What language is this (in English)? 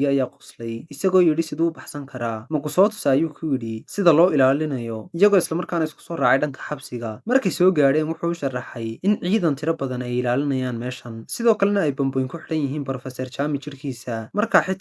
Somali